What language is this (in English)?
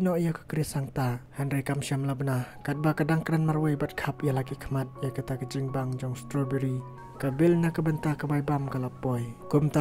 Khasi